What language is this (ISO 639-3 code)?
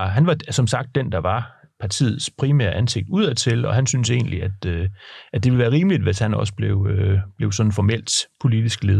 dan